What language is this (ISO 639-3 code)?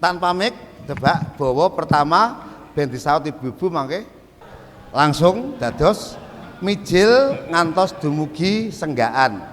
jav